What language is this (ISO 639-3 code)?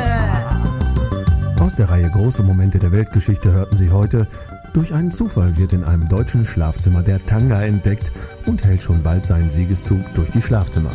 deu